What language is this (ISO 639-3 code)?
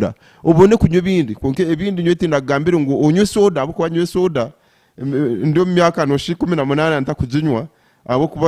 nyn